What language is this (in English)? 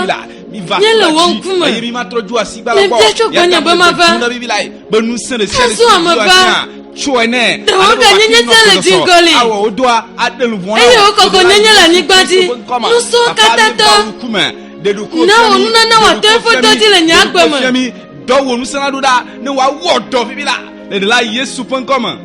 Ewe